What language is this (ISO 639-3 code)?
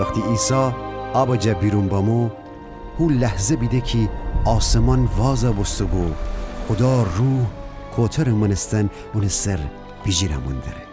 glk